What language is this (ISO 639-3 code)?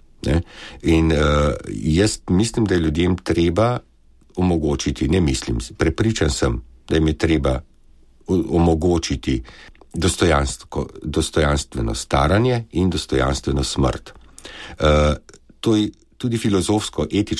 slv